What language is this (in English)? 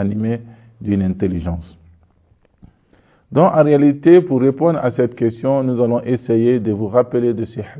French